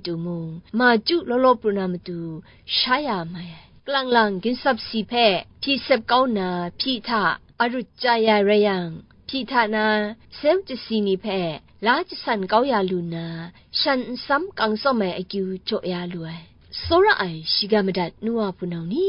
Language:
Kachin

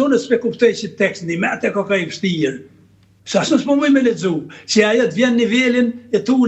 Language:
Albanian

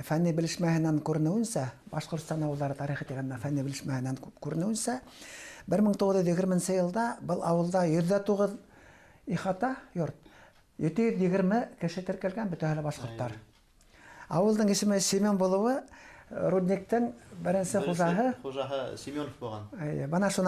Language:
Bashkir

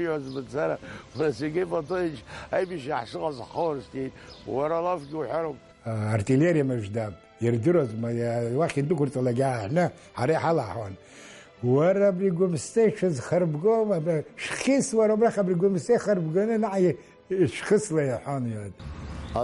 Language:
Abkhazian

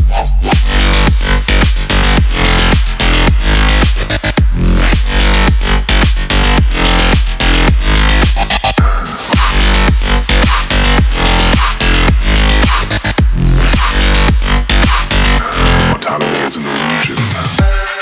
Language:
English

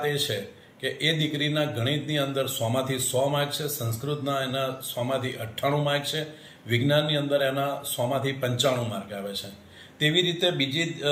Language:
Gujarati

